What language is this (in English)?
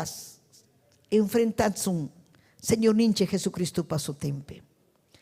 Ayacucho Quechua